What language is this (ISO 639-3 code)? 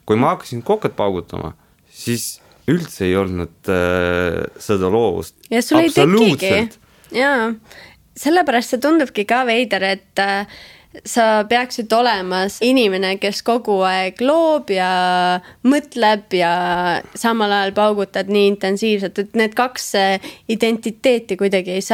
est